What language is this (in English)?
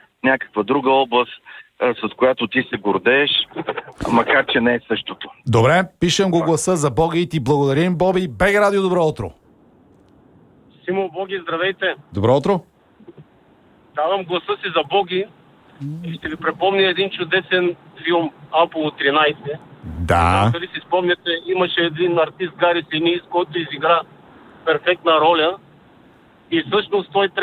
Bulgarian